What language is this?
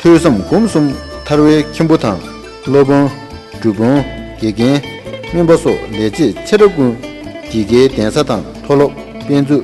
Tibetan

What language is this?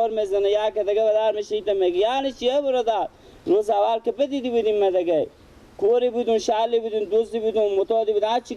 Persian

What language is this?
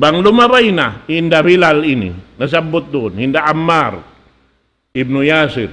Tausug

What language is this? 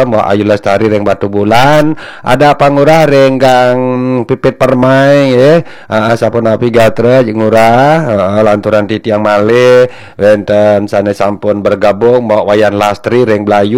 Balinese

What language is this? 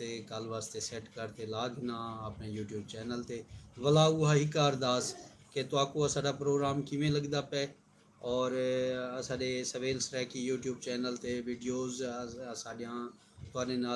Saraiki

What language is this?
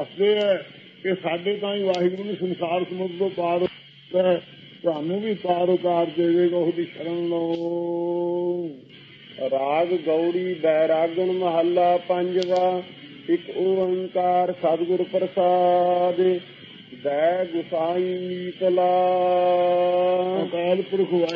Punjabi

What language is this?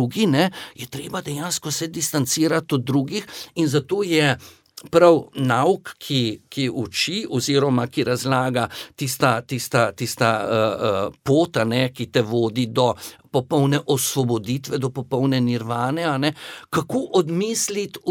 Slovenian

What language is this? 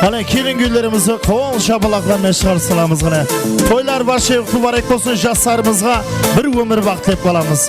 Kara-Kalpak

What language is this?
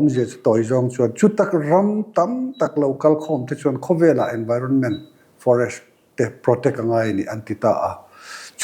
Mizo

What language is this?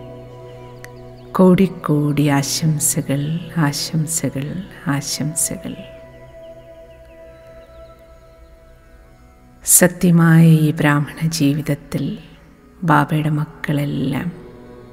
Malayalam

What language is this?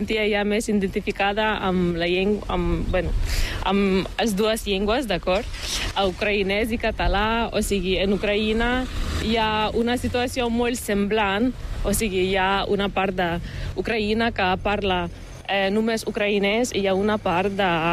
Catalan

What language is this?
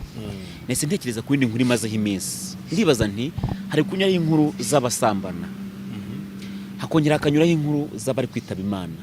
Kinyarwanda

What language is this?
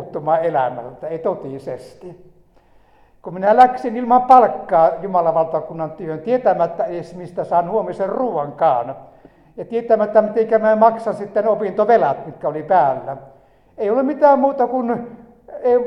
Finnish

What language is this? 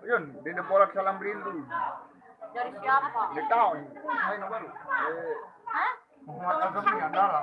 Sasak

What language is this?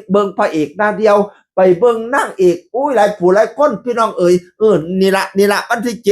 Northeastern Thai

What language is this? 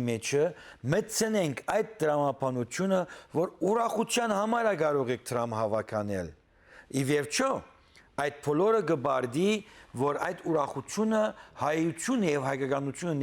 Western Armenian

